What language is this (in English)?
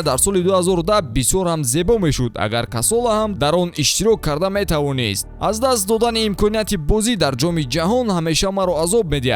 Tajik